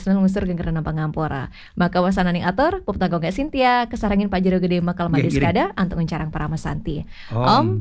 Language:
Balinese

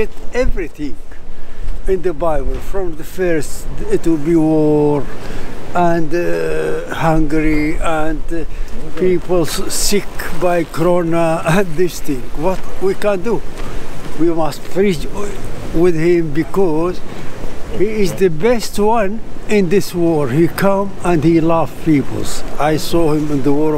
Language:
Western Frisian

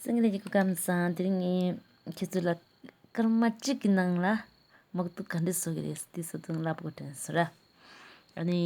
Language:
Tibetan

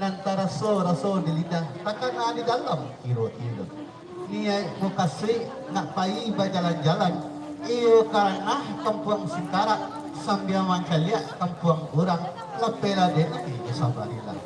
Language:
Minangkabau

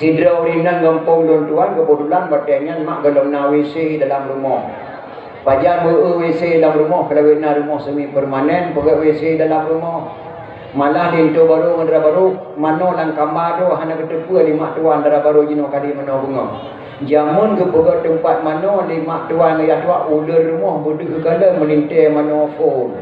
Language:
Achinese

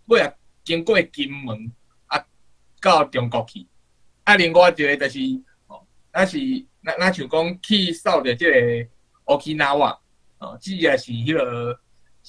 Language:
Min Nan Chinese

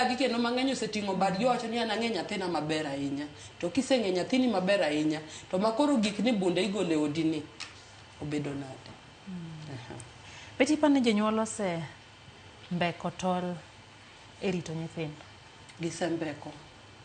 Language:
Luo (Kenya and Tanzania)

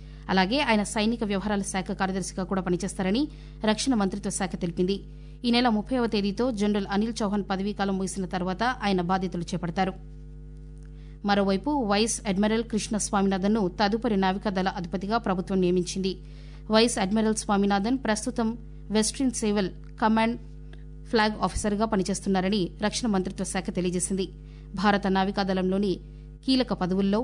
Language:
Telugu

